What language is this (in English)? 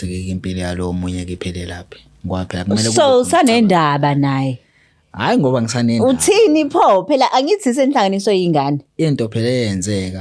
Zulu